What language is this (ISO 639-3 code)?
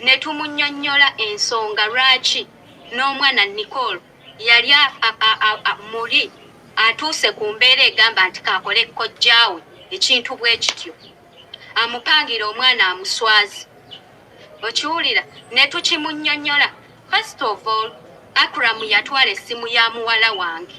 lug